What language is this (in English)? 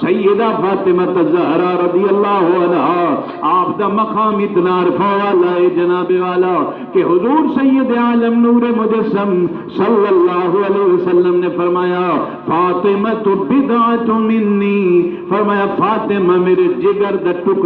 Saraiki